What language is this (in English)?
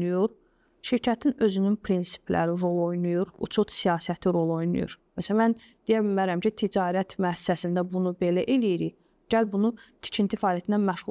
Azerbaijani